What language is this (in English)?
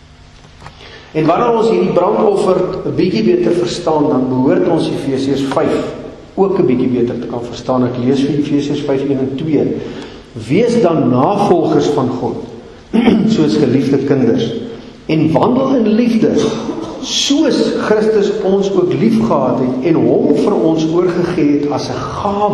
Afrikaans